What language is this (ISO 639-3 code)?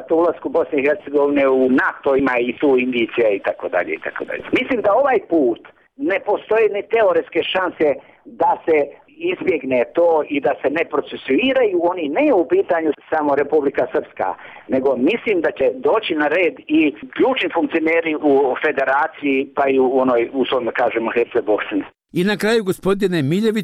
bos